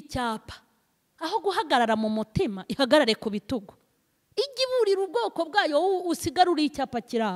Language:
Kinyarwanda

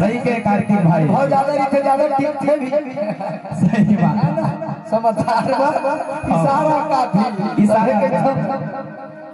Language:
Chhattisgarhi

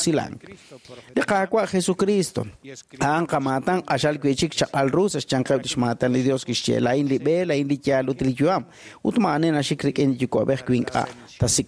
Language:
Kekchí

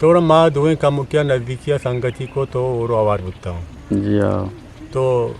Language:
Eastern Balochi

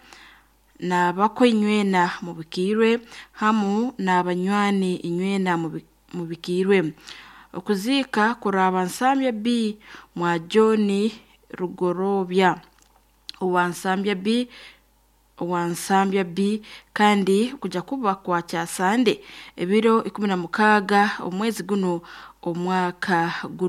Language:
Nyoro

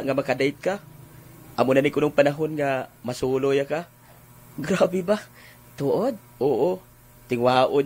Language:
Hiligaynon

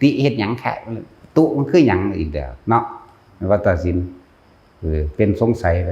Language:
Lao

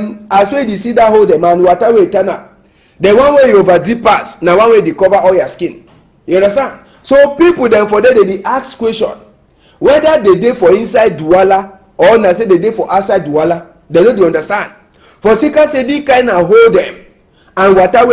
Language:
Cameroon Pidgin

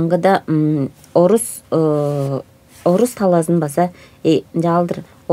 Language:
Tuvinian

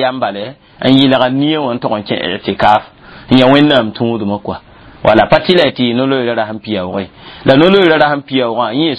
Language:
Mossi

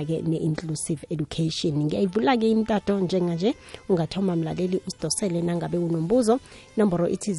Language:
South Ndebele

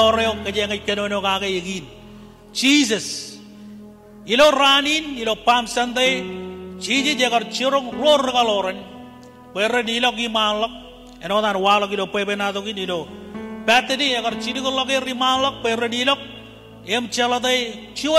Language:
Marshallese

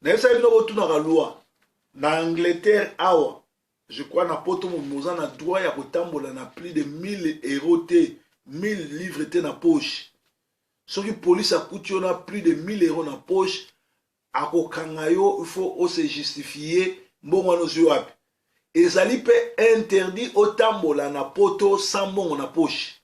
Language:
Lingala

